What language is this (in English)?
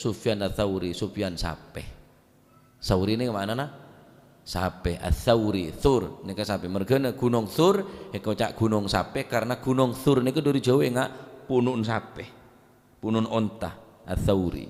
Madurese